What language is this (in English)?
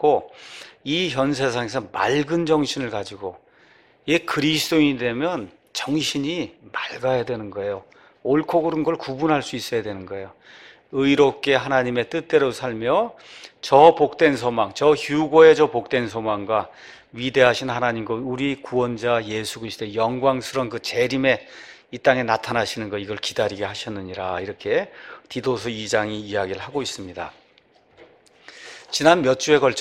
Korean